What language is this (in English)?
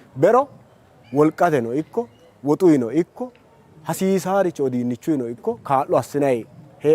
Sidamo